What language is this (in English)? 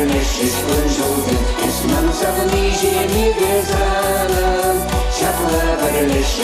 Chuvash